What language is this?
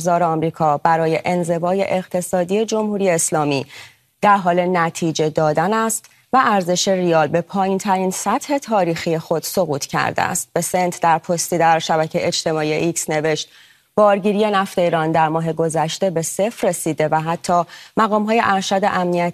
Persian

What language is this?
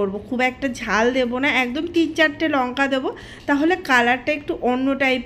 Bangla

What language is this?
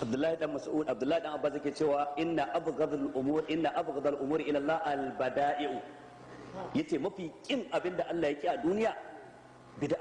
Hausa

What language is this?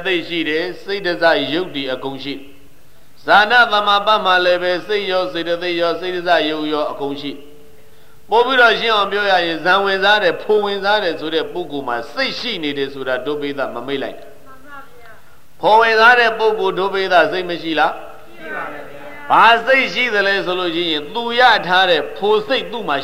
Burmese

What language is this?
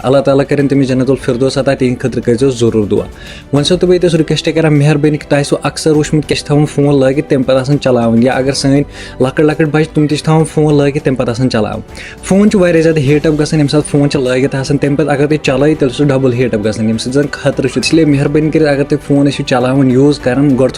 Kashmiri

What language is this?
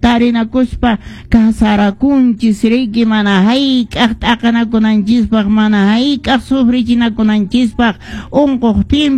Quechua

